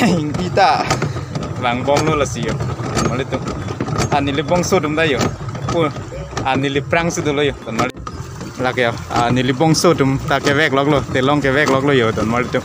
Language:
Karbi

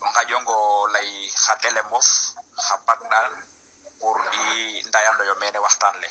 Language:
Serer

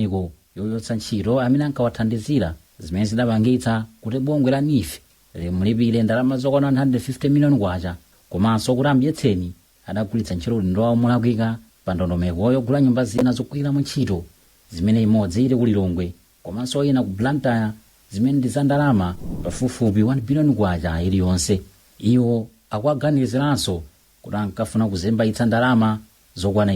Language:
Nyanja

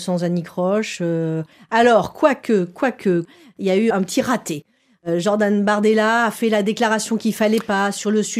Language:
French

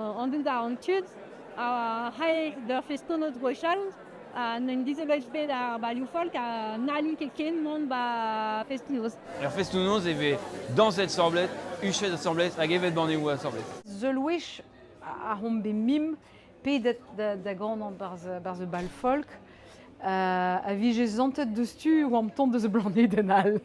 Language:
Breton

